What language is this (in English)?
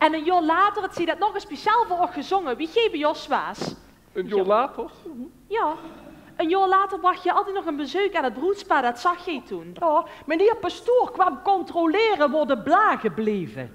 Limburgish